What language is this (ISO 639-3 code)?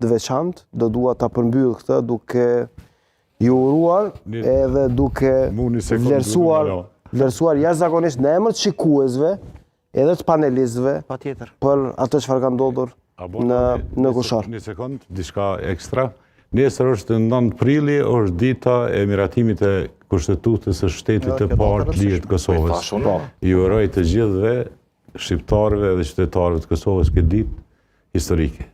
sqi